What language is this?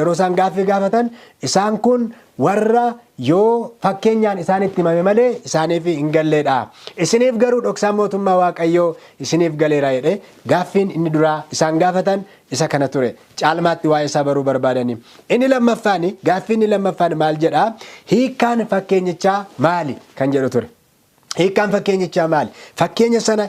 Oromo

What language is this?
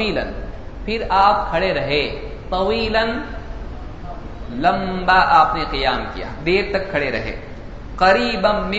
Urdu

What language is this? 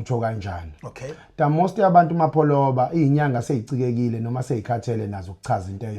Zulu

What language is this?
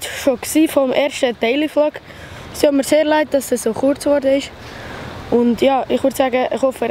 Swiss German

